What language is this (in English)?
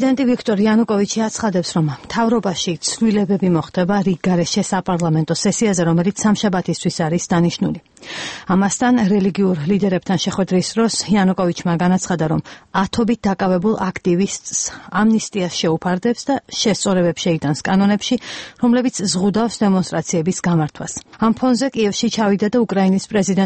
Georgian